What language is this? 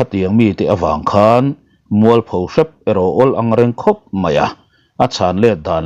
Mizo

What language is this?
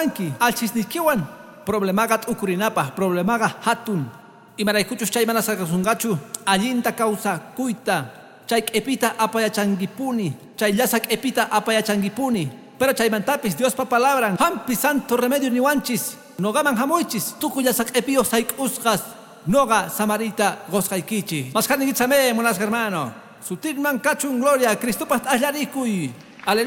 Quechua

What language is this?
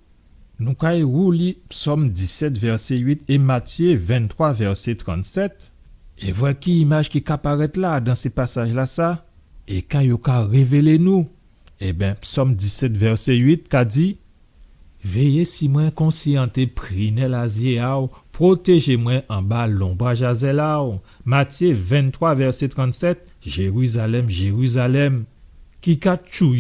Guadeloupean Creole French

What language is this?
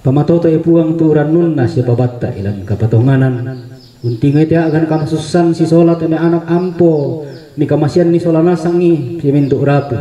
Toraja-Sa'dan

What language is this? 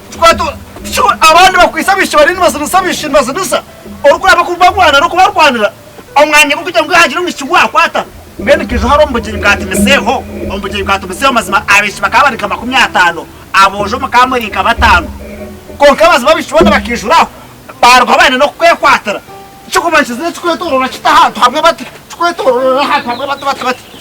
Nyankole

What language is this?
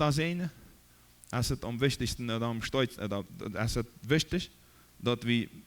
Plautdietsch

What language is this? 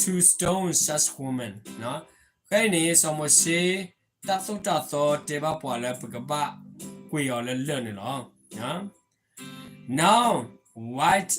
S'gaw Karen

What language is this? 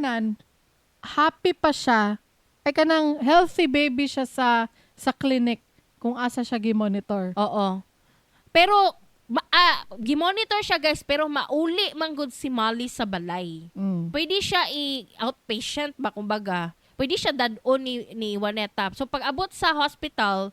Cebuano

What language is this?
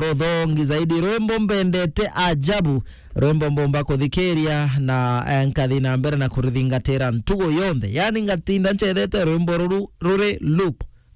Meru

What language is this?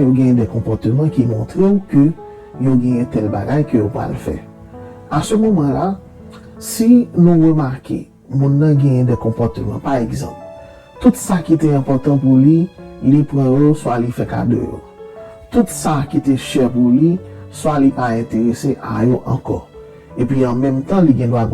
Haitian Creole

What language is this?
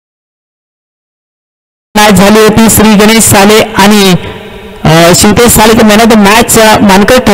Marathi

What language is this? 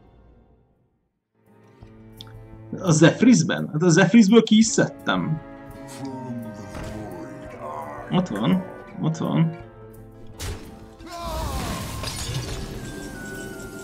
Hungarian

